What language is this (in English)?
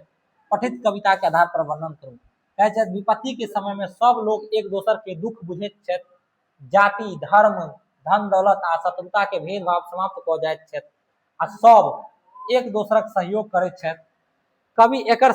Maithili